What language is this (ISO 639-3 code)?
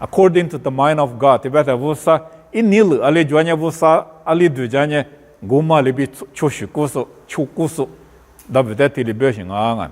lis